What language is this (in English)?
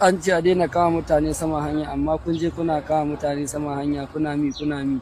Hausa